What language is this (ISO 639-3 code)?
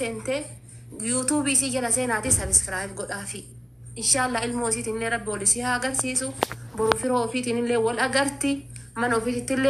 orm